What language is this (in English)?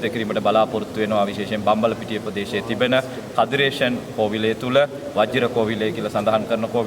Sinhala